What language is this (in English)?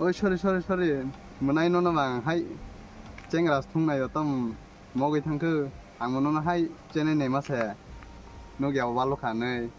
Kok Borok